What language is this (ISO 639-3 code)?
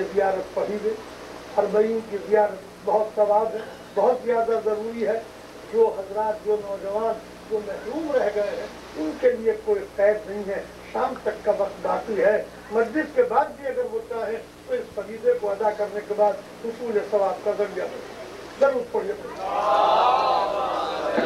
urd